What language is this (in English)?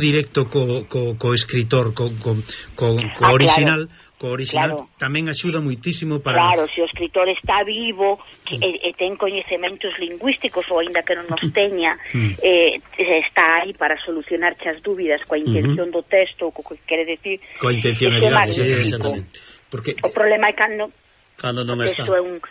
Galician